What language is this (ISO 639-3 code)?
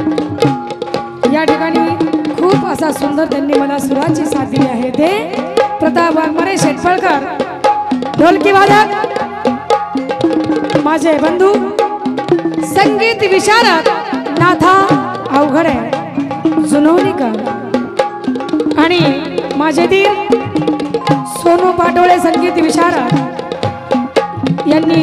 mar